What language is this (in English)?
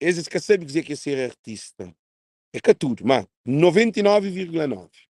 Kabuverdianu